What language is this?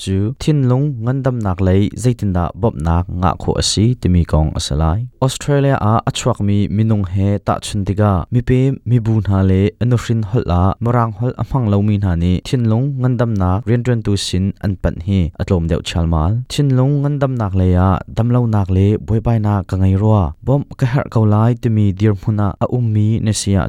Hakha Chin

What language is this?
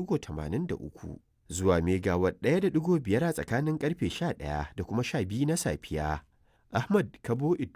Hausa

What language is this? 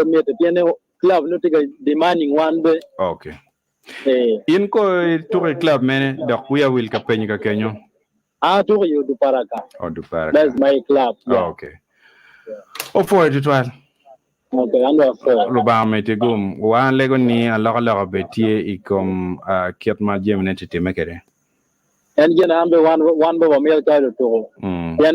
Acoli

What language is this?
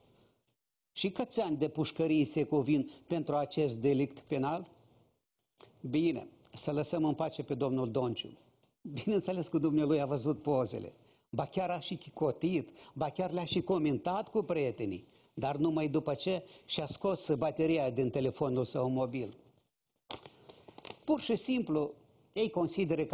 Romanian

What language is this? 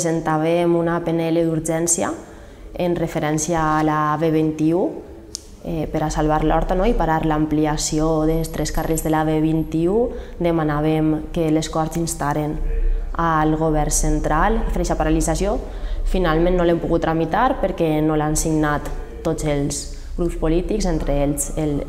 Catalan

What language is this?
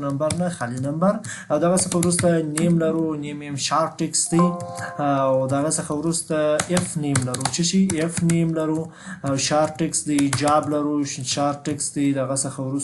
Pashto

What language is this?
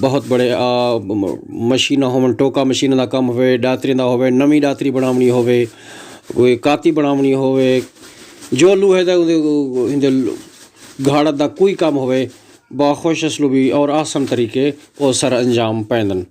Saraiki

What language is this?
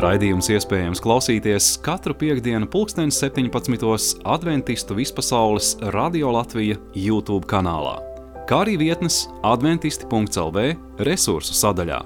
Latvian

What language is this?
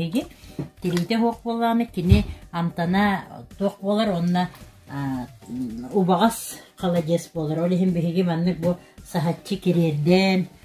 Yakut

